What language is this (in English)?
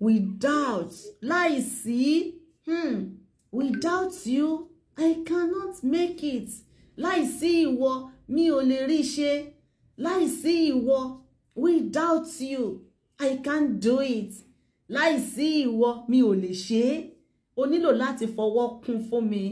Yoruba